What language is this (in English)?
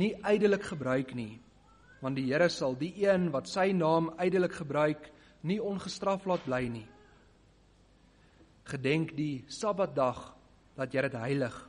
Afrikaans